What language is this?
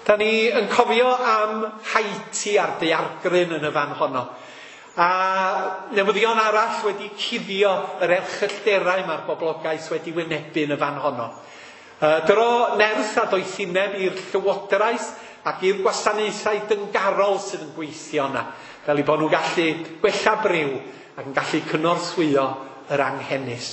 Welsh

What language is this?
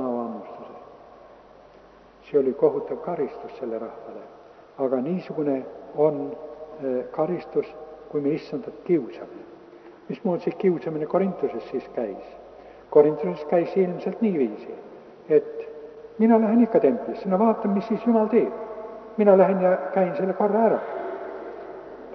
Estonian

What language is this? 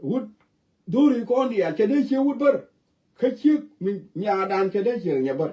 Nuer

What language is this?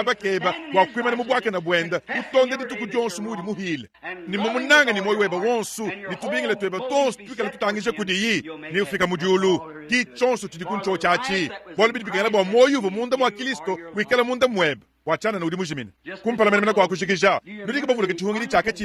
Luba-Lulua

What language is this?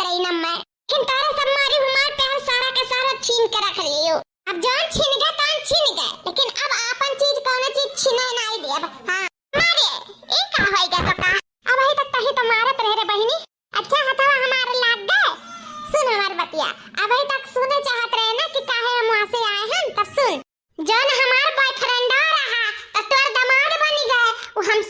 Awadhi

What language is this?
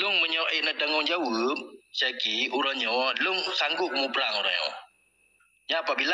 Achinese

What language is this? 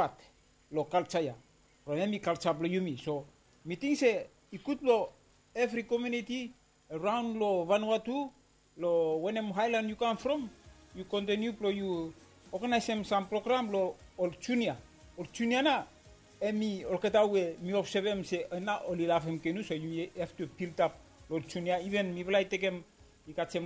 Bislama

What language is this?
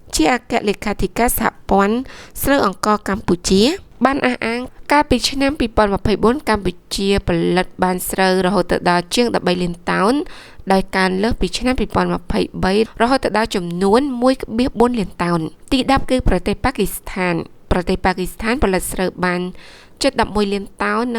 Khmer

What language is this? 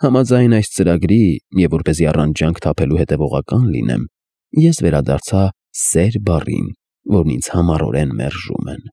Armenian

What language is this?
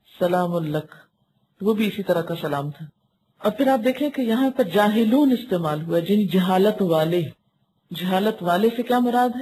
Urdu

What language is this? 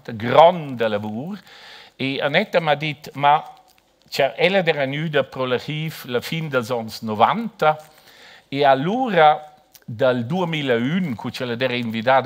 Romansh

